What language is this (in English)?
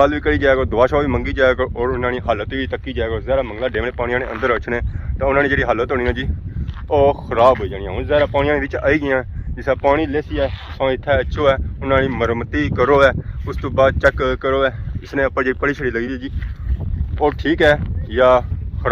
Pahari-Potwari